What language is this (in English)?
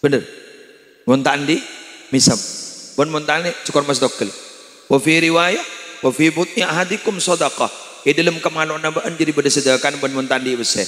Madurese